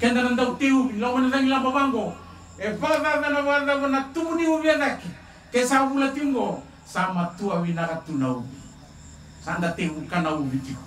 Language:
Fijian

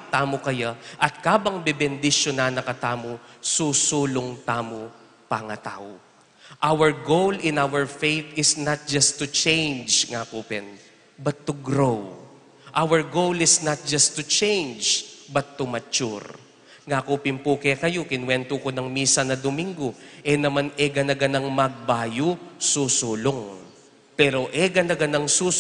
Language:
Pampanga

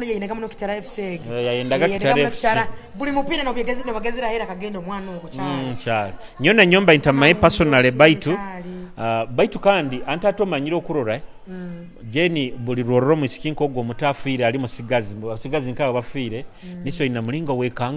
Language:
Nyoro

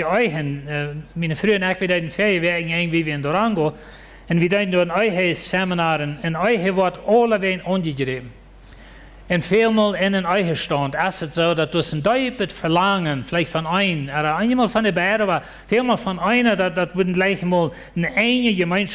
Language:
Plautdietsch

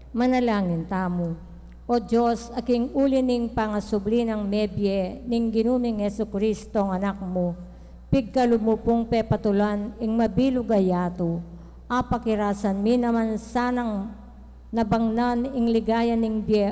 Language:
Pampanga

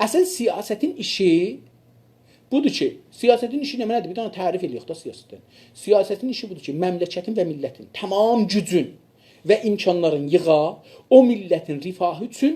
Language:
South Azerbaijani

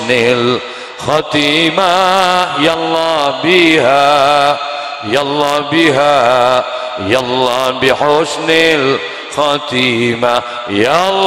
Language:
Madurese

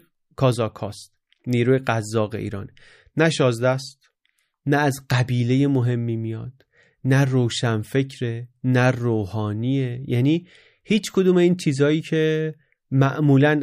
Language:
Persian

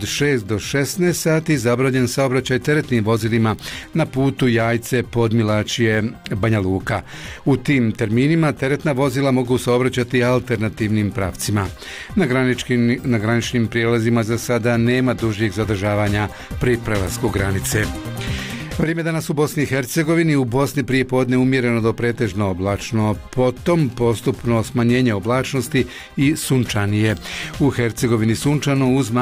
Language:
Bosnian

